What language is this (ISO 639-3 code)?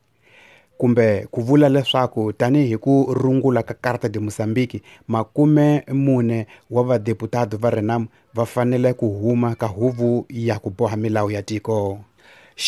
tso